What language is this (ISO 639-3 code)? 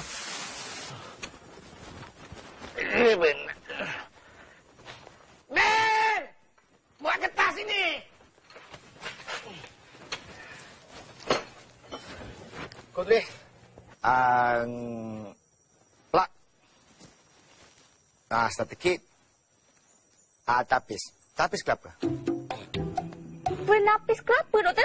msa